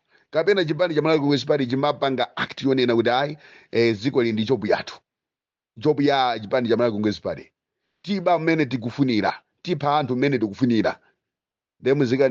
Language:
Nyanja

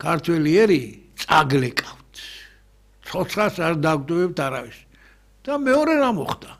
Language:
Georgian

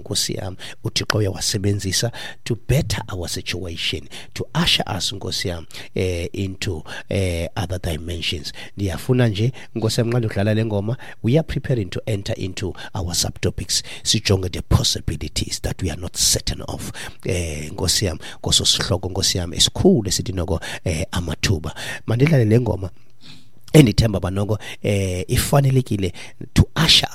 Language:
Xhosa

